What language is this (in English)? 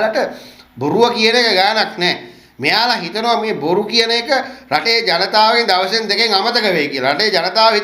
Sinhala